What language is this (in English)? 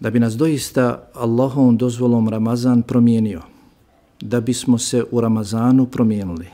Bosnian